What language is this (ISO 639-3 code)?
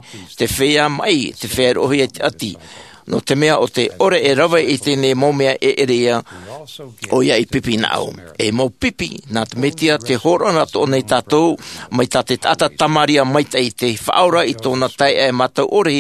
tah